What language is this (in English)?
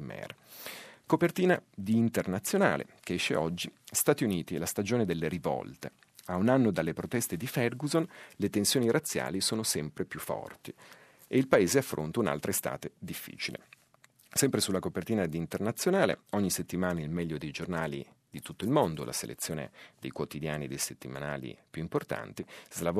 Italian